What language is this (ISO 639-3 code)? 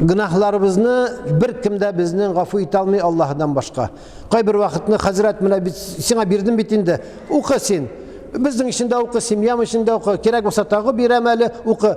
tat